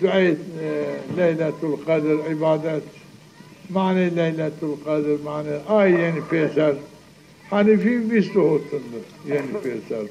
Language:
Zaza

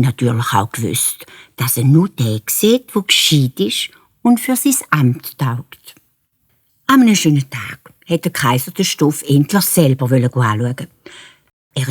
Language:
Swiss German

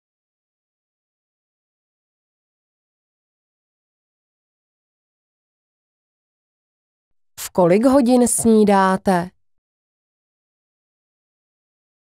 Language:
Czech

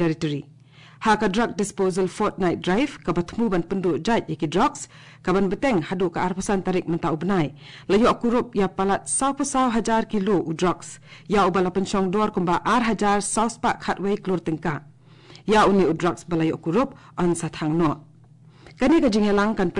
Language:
Khasi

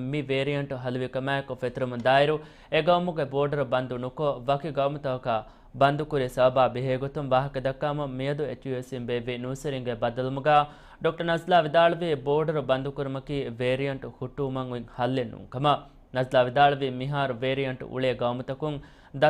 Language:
Divehi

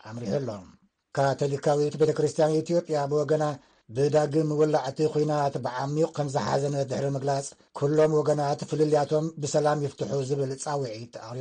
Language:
Tigrinya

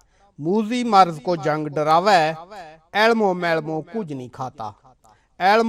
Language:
Gujari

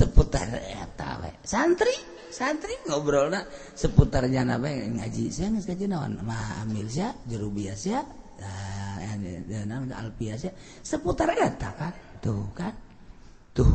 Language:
Sundanese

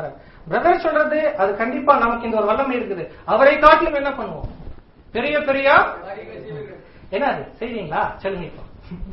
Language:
Tamil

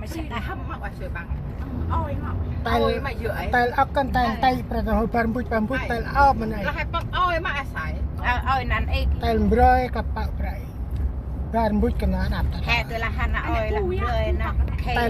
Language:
Central Mnong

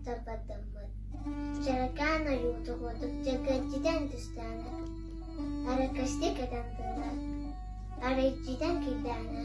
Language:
Yakut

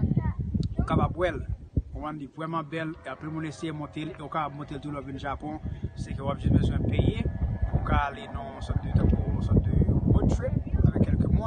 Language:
Haitian Creole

